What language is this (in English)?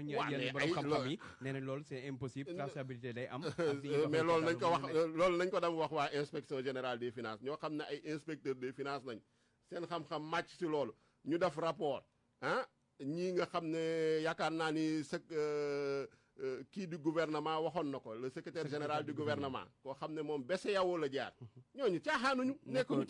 Wolof